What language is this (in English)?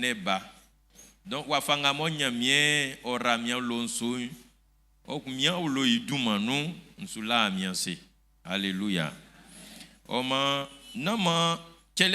Baoulé